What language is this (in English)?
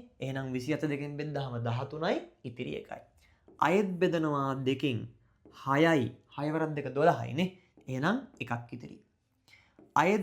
Sinhala